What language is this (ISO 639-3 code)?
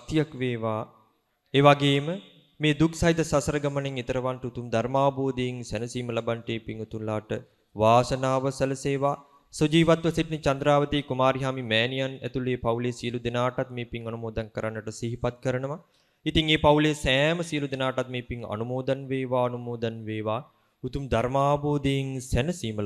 sin